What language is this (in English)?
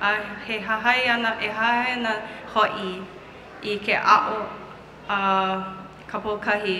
Hawaiian